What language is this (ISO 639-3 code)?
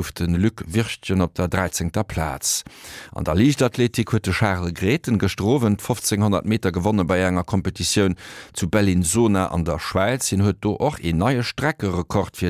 ltz